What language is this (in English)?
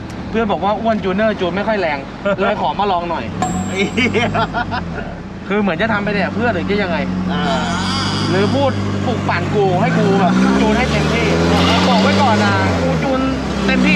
Thai